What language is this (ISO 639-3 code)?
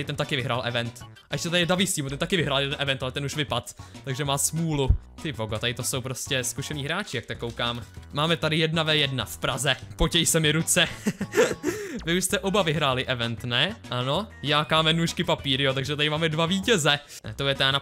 ces